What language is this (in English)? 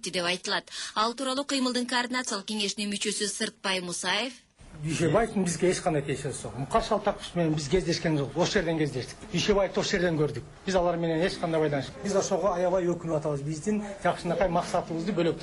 Kyrgyz